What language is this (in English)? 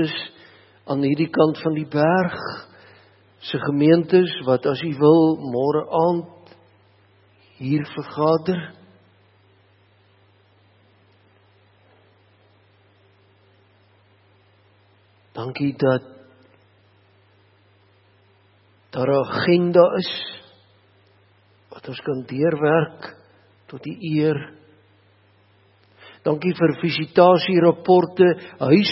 Afrikaans